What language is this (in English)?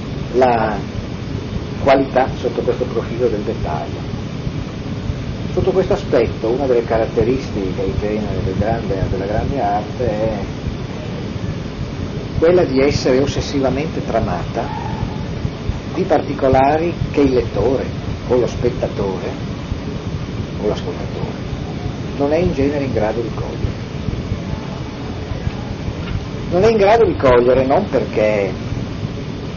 Italian